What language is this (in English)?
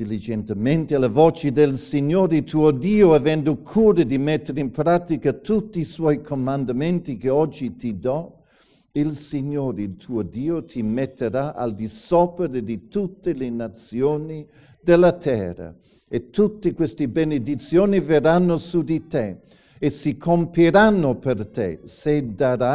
Italian